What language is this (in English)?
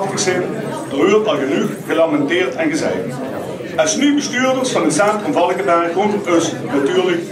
Limburgish